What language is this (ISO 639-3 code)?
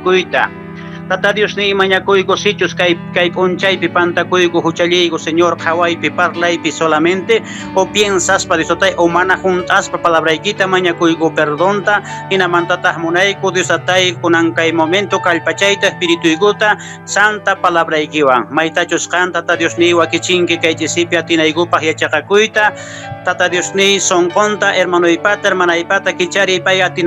que